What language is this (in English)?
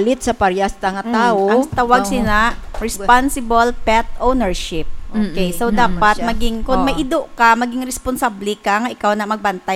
Hiligaynon